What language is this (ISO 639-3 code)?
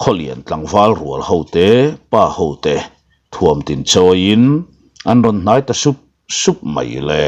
lus